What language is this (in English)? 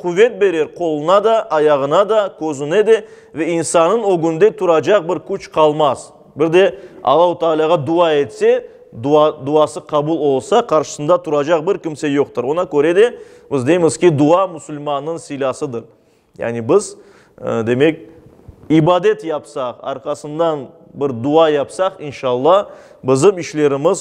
Crimean Tatar